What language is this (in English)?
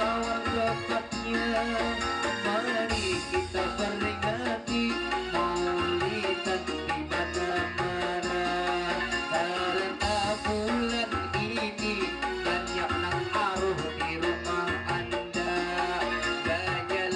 Banjar